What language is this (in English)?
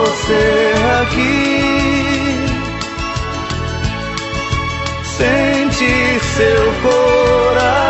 Portuguese